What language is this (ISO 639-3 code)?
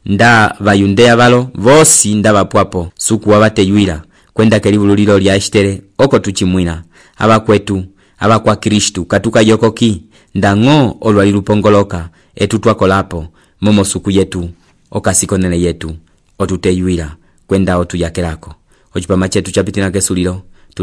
umb